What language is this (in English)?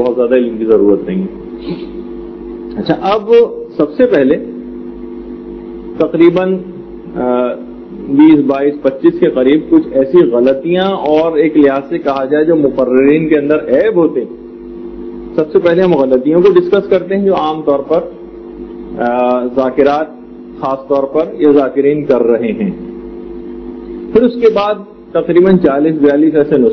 Urdu